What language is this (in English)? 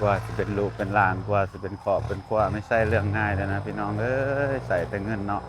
Lao